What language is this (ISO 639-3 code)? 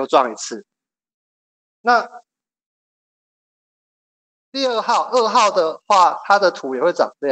zho